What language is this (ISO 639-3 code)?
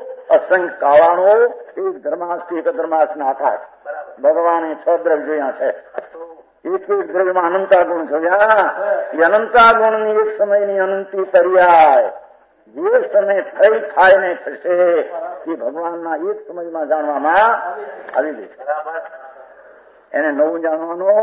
guj